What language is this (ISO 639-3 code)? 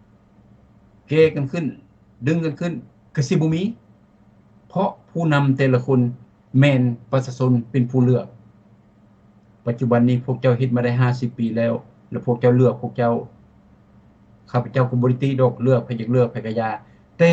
lao